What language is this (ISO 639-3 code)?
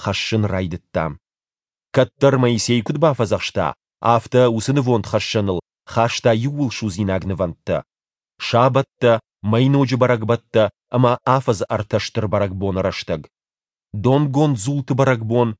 oss